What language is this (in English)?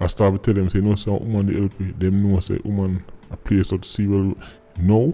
Jamaican Creole English